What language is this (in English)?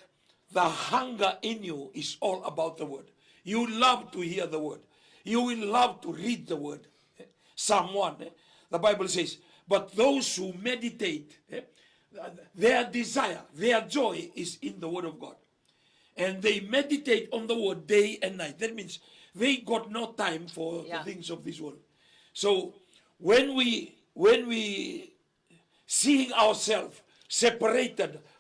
Fijian